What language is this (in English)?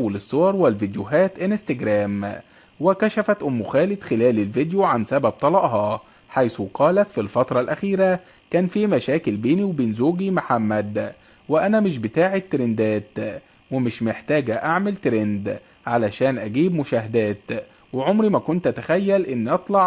Egyptian Arabic